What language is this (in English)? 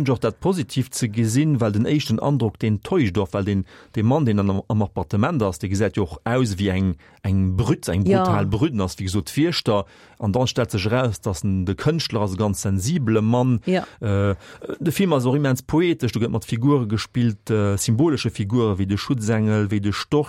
Luxembourgish